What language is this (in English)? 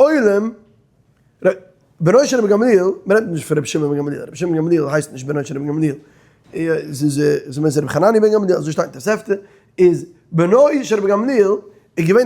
Yiddish